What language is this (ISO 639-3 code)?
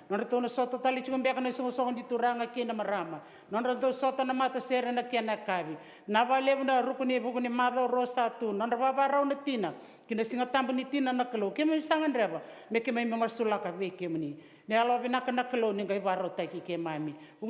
fij